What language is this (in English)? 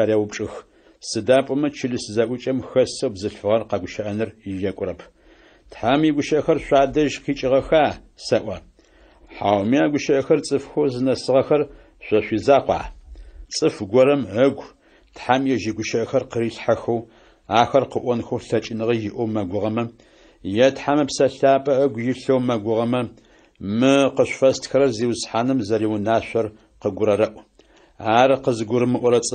Adyghe